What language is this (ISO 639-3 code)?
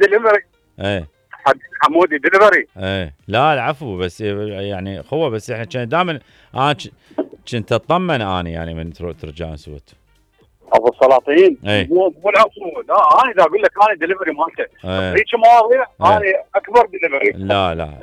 acm